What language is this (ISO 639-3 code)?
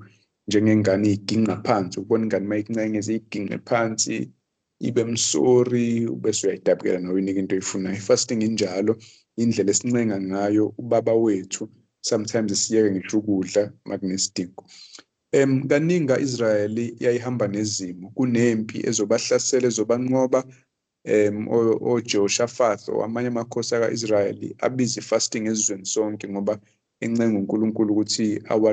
zul